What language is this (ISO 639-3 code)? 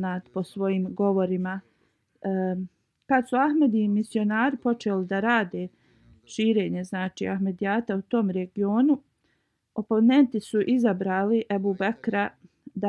bos